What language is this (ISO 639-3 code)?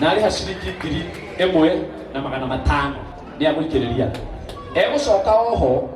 kik